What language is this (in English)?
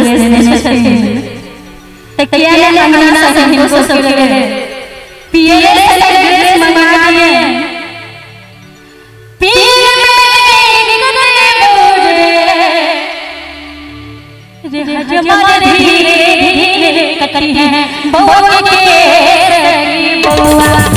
Maithili